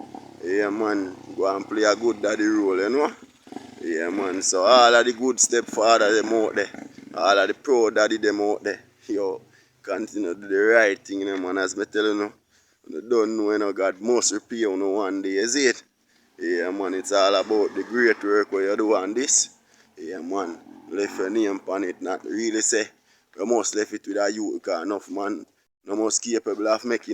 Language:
Jamaican Creole English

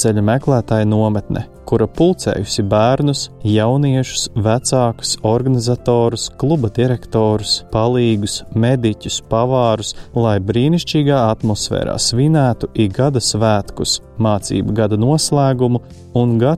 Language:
Latvian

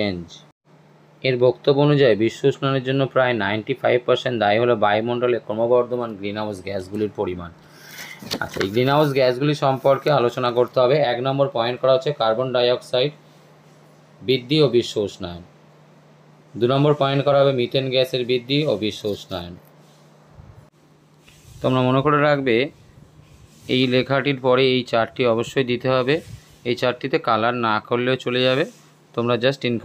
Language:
Bangla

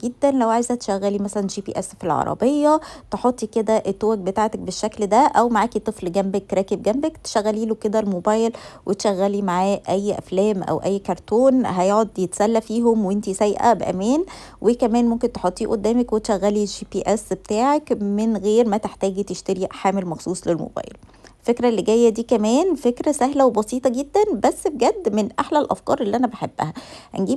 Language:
Egyptian Arabic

